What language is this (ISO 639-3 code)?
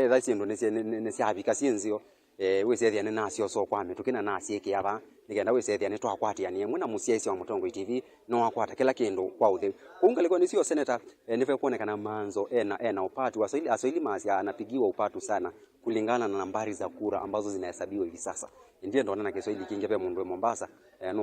kam